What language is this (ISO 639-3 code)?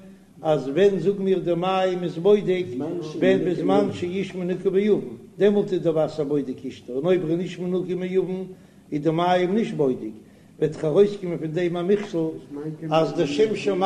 yid